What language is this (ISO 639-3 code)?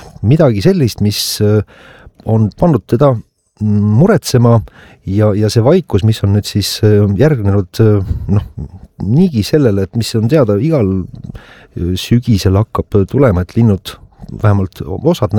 est